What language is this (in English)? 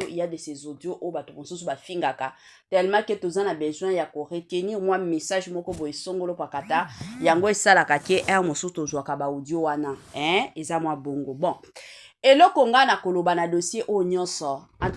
Lingala